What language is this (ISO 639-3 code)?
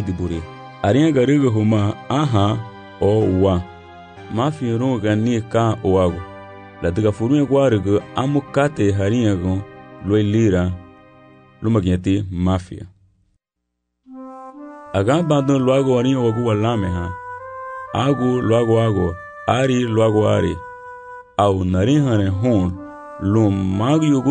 cab